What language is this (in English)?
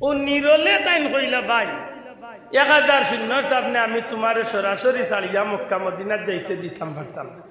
Sylheti